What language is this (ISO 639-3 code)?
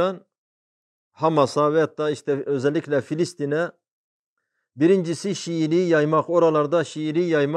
tur